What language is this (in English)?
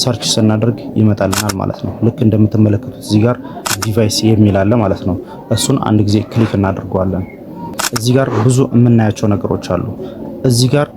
Amharic